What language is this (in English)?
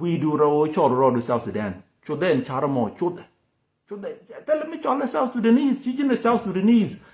Nuer